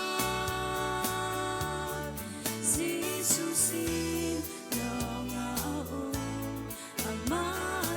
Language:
Hakha Chin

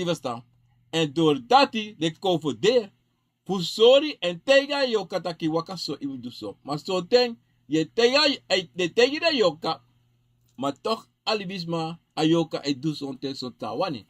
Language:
Sranan Tongo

